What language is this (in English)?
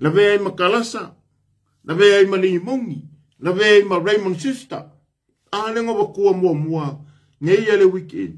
Samoan